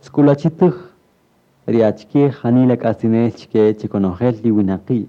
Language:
Kaqchikel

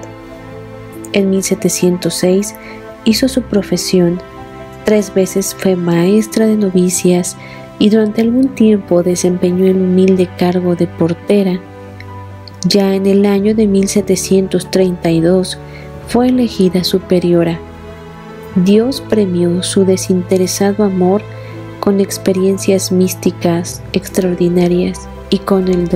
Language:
Spanish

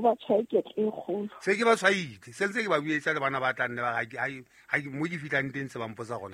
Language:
Southern Sotho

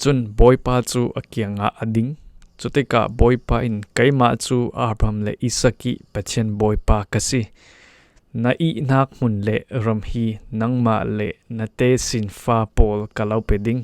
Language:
Falam Chin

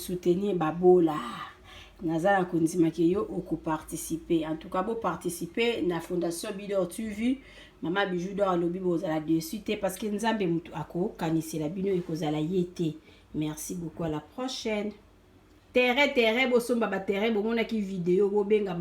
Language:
Lingala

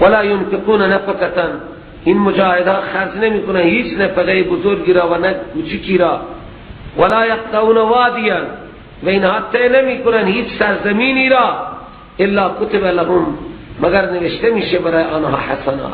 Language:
Persian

